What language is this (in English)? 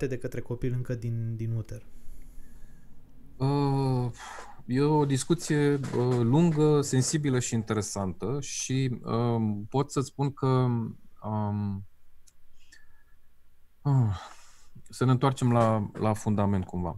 Romanian